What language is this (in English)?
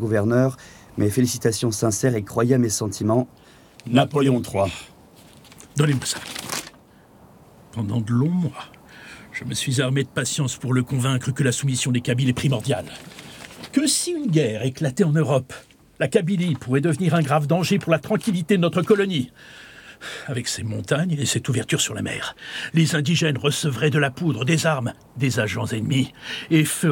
French